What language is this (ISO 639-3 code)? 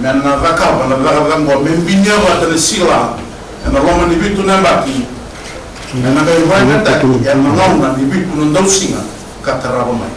fij